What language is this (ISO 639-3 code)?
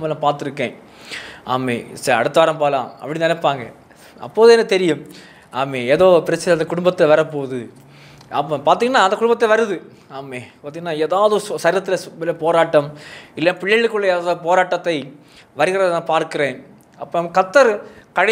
tam